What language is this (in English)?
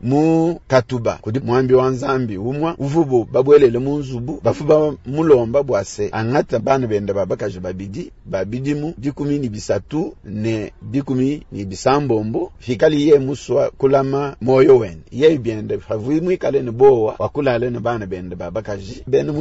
Luba-Lulua